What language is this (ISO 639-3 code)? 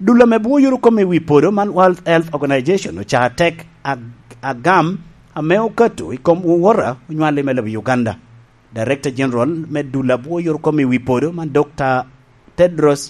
laj